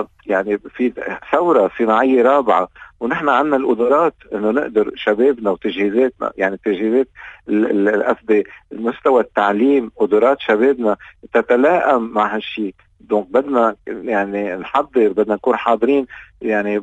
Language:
North Levantine Arabic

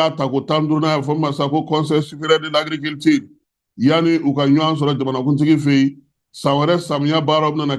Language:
Bambara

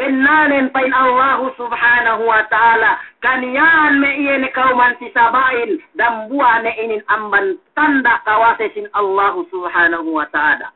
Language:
Yakan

